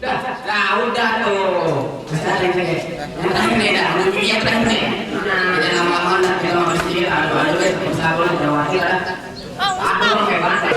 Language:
Betawi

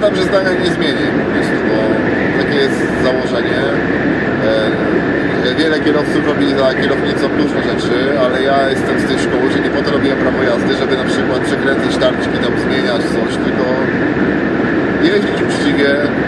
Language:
Polish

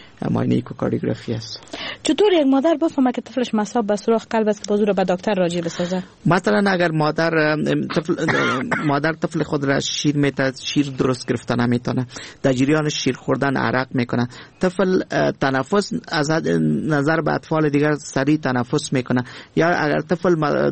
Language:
Persian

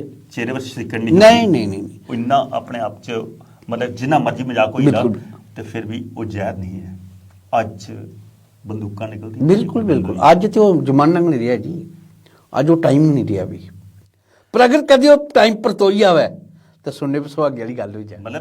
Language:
Dogri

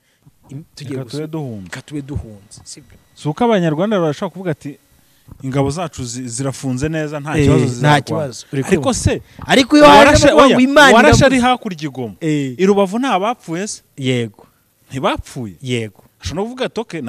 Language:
Kinyarwanda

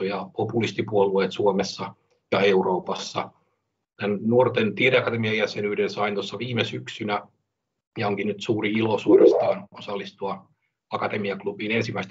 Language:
Finnish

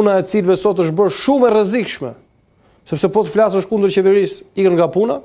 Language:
Albanian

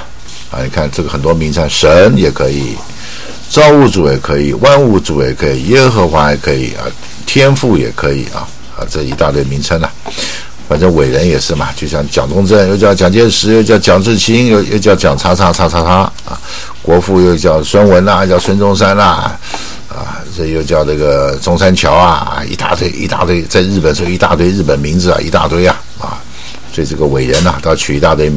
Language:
Chinese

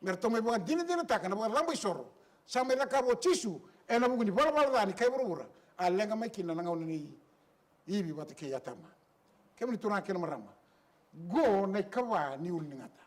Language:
Fijian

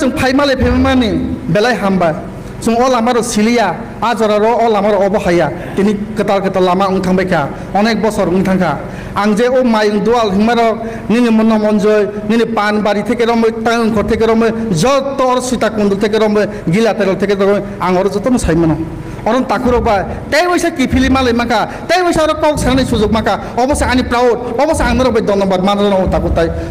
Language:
Riang (India)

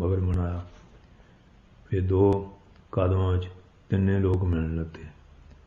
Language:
Punjabi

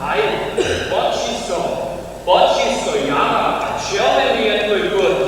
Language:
Upper Sorbian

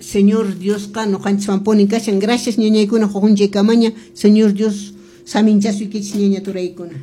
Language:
Quechua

